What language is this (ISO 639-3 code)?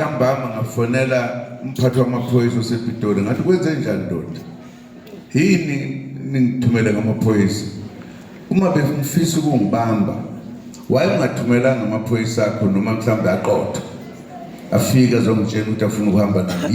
zul